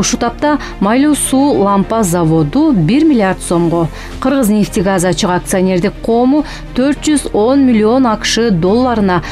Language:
Kyrgyz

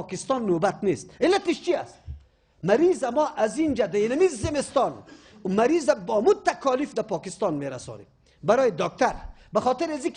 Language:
Persian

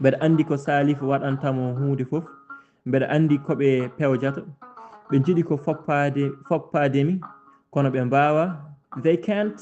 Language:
Fula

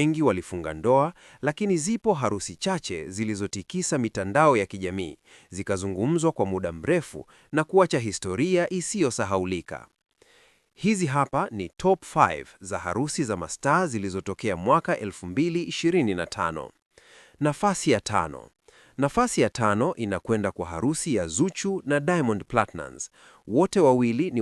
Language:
Swahili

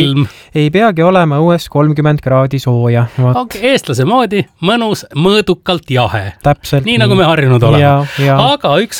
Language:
Estonian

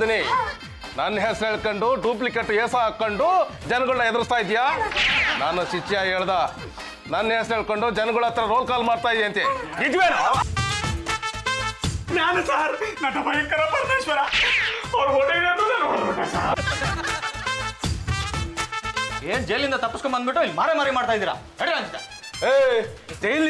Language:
Kannada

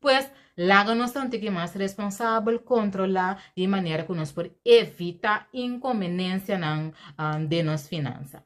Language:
Papiamento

